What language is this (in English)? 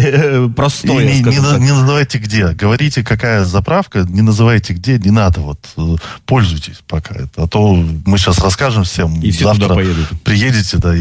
Russian